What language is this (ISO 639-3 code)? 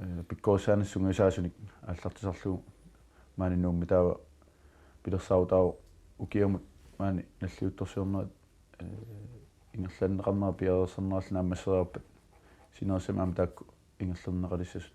kal